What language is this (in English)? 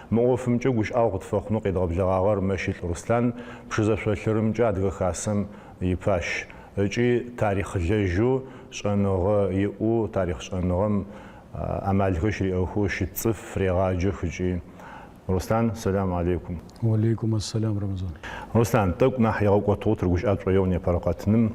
Adyghe